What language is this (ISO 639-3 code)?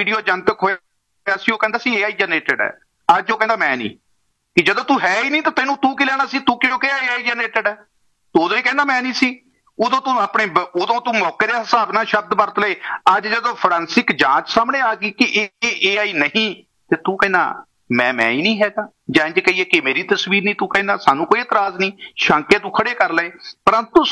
pan